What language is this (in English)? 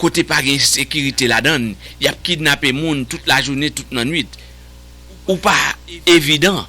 Haitian Creole